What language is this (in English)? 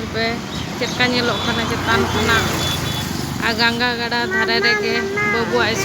Santali